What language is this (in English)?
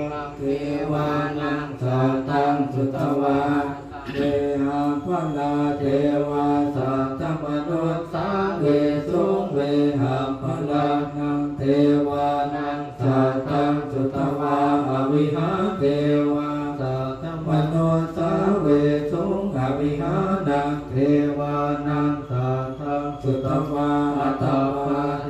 Pali